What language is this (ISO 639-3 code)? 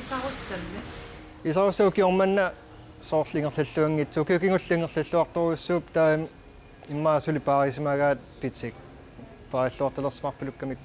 kal